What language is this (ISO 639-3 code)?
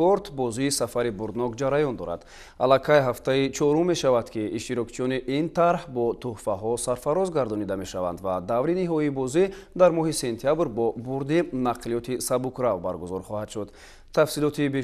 tgk